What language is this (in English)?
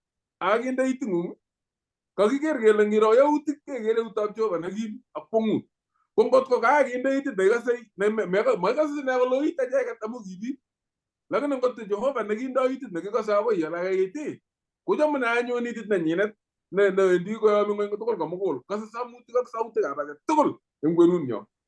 Kalenjin